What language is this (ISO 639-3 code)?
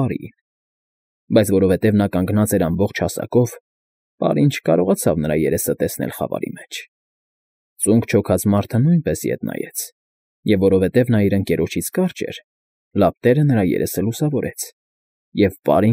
hye